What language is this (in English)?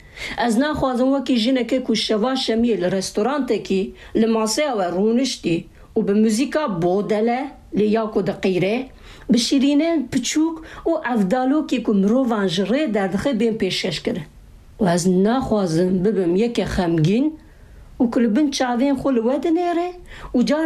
Kurdish